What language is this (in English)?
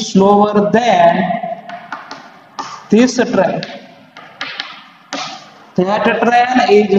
Gujarati